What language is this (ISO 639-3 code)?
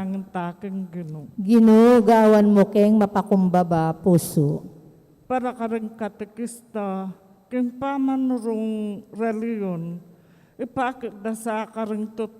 pam